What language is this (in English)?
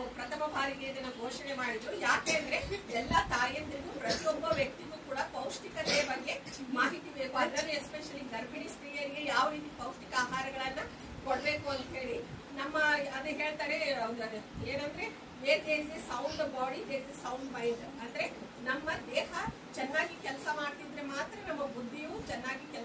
Kannada